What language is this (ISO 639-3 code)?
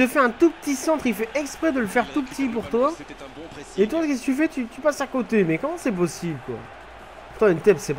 fra